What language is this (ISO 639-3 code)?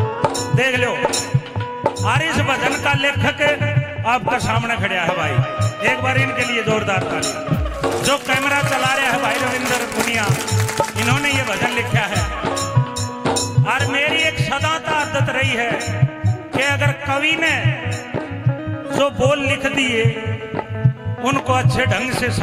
bgc